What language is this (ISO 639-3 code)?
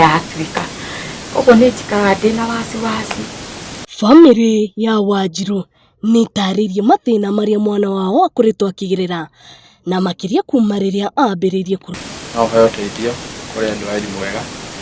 kik